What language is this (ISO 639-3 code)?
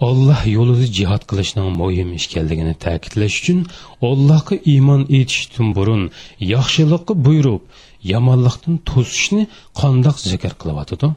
uig